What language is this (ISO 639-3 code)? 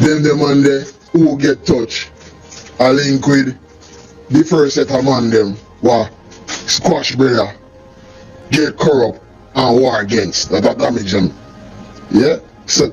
jam